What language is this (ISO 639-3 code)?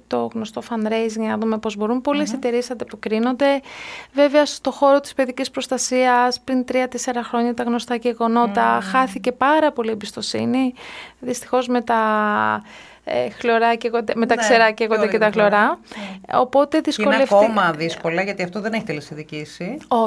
ell